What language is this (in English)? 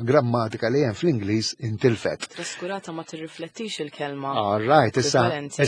Maltese